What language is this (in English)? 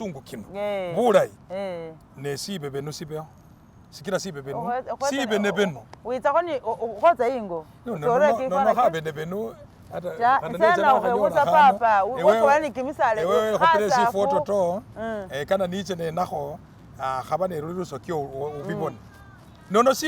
Masaaba